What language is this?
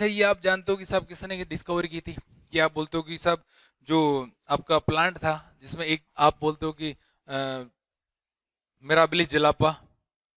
Hindi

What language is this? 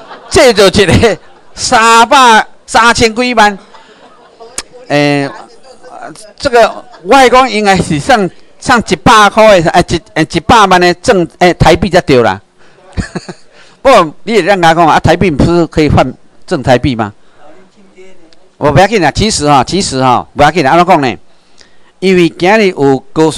Chinese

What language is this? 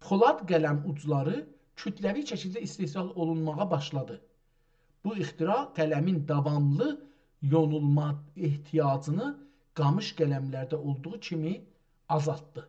South Azerbaijani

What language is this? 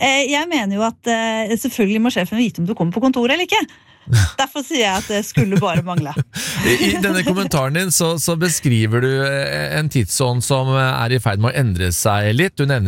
Norwegian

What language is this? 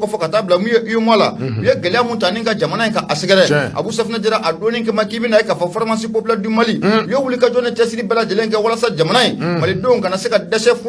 Bambara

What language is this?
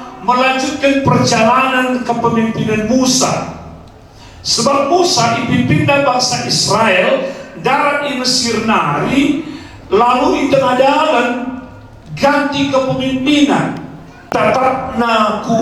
Batak Karo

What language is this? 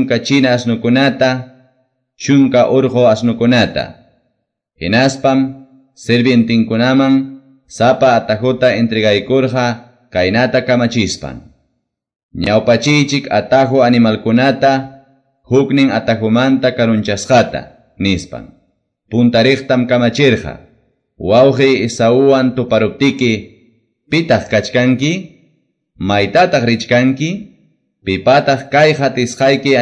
Quechua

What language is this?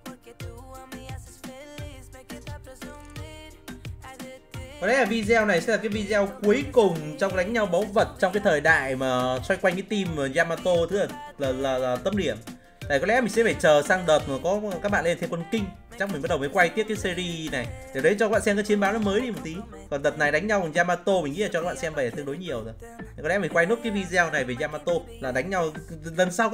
Vietnamese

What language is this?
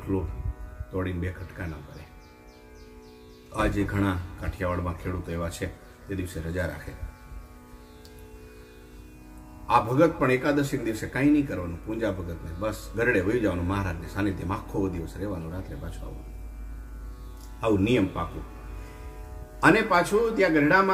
Gujarati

